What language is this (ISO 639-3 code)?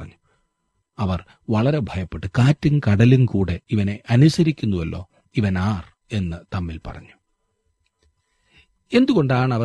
mal